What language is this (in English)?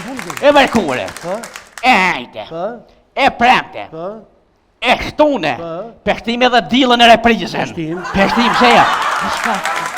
Albanian